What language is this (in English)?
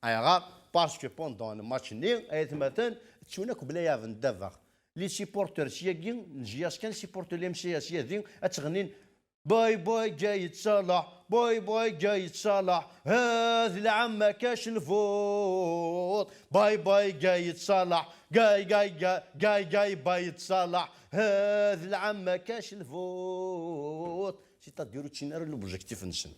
Kabyle